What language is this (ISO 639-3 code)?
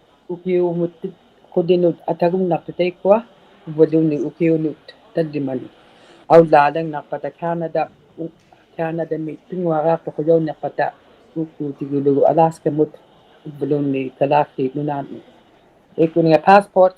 iku